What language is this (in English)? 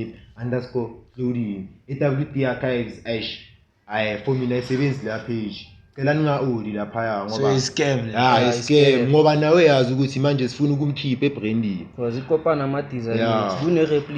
Zulu